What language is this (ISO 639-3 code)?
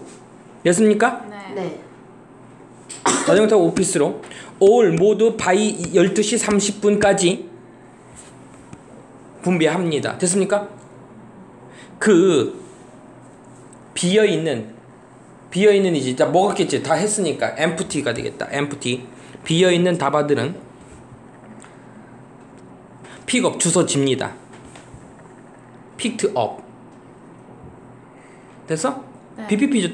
kor